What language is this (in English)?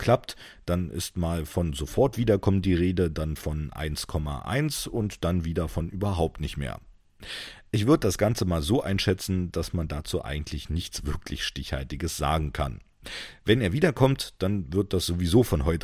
German